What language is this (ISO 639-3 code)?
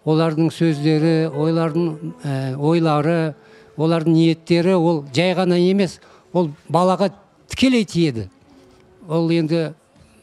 kaz